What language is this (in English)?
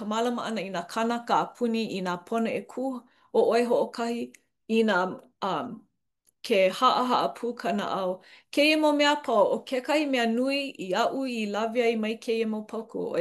Hawaiian